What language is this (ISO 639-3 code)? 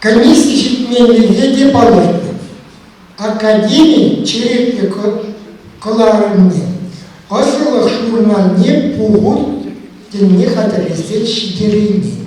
chv